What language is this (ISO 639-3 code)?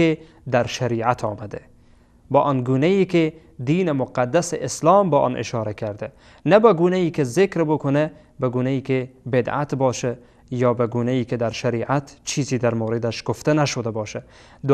fas